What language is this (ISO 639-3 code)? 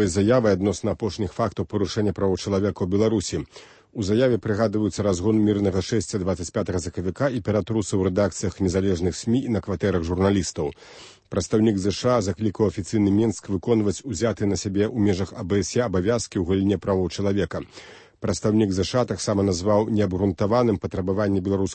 bel